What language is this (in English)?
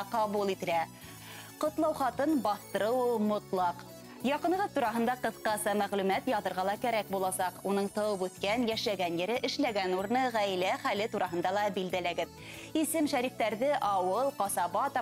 Bashkir